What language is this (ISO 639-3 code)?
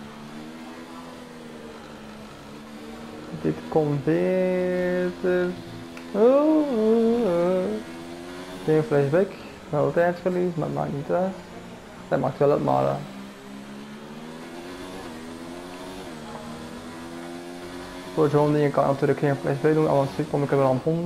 nld